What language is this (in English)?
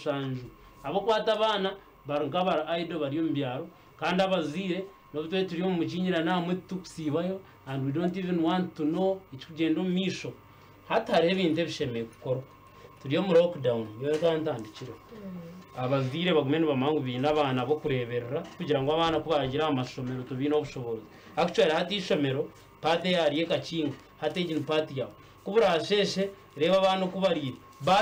Nyankole